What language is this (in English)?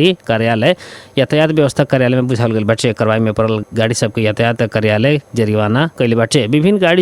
Bhojpuri